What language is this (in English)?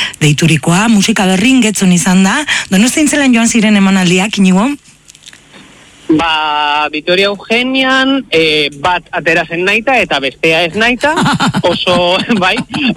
Basque